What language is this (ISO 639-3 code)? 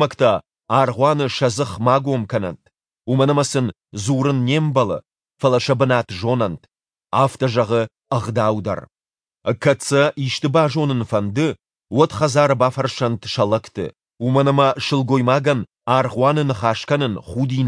oss